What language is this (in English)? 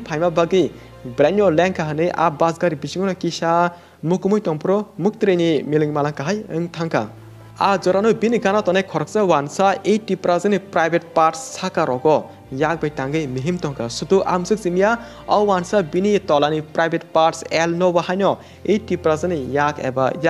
Kok Borok